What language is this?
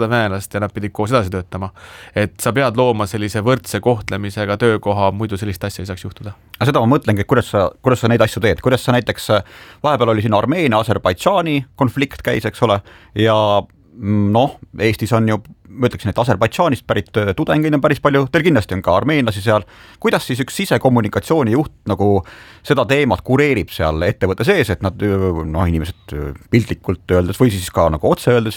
Estonian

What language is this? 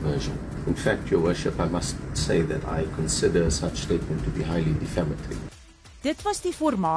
Afrikaans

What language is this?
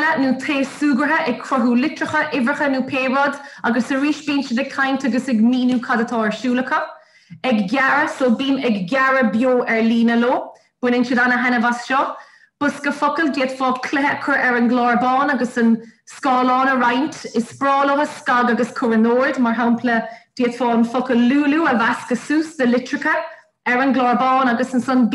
Irish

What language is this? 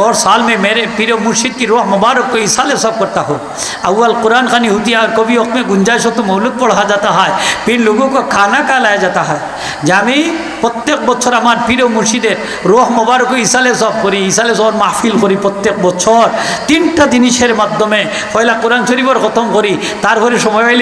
Sylheti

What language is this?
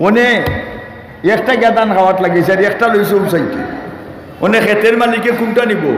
Sylheti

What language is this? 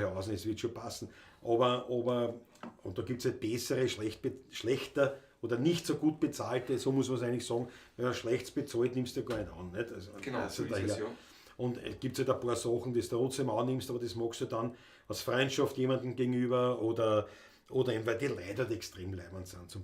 Bavarian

